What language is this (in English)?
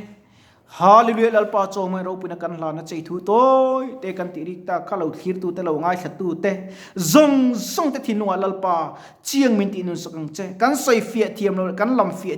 Mizo